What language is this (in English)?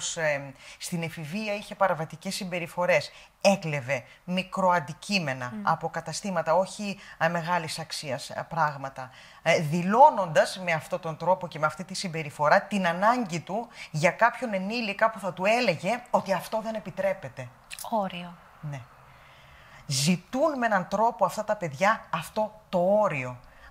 Greek